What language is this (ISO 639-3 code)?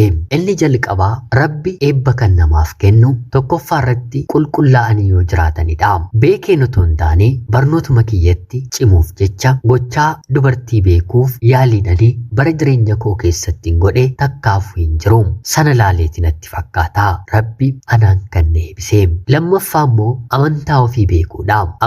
orm